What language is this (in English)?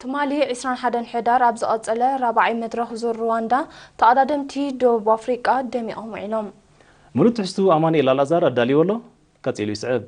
Tigrinya